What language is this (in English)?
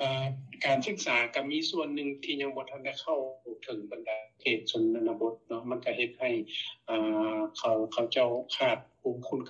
Lao